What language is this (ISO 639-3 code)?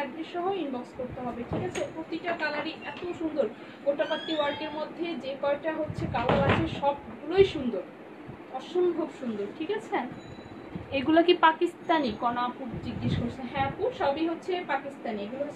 ben